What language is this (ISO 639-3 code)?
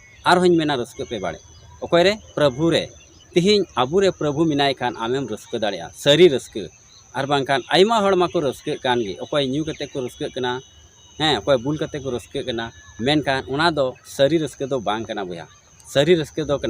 sat